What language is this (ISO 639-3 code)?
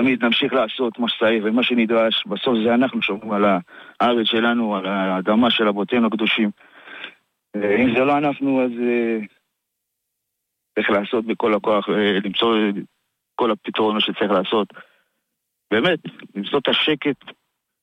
heb